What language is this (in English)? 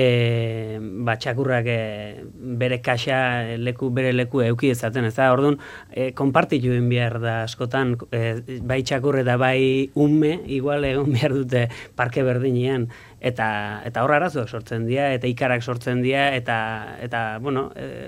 Basque